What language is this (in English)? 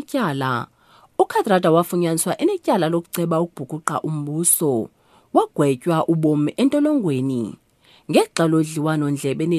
Xhosa